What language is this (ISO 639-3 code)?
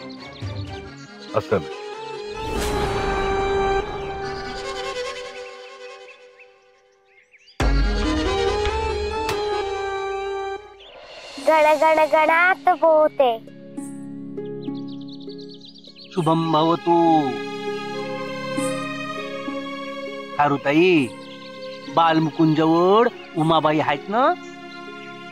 mar